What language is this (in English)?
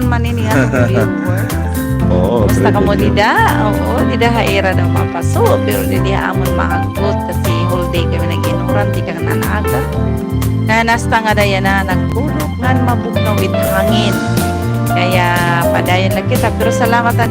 Waray